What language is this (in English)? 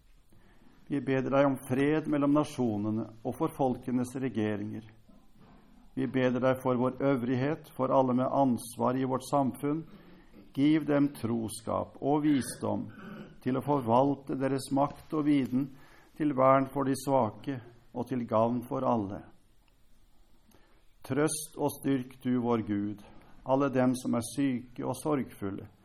Norwegian